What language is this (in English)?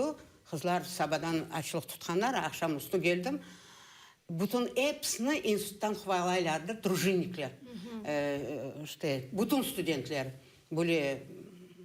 Crimean Tatar